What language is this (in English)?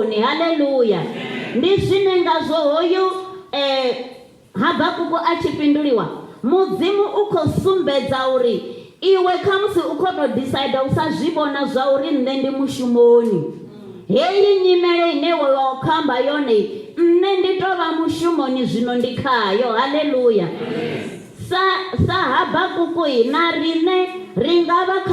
Venda